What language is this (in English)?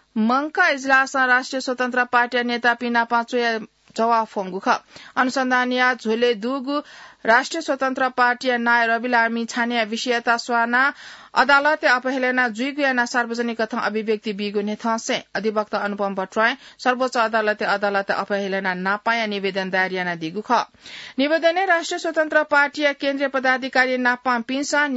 Newari